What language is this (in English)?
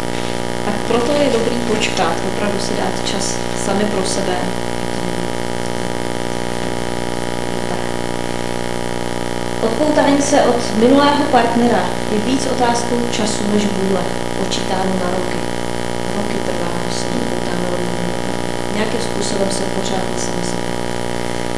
Czech